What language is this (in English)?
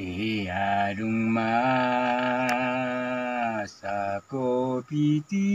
Batak Toba